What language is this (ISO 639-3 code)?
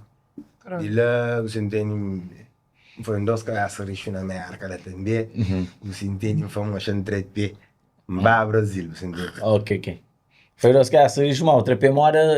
kea